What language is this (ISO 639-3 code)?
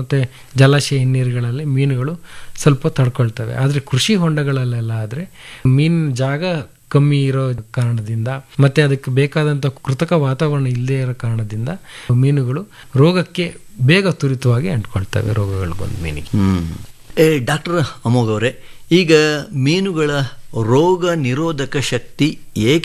kan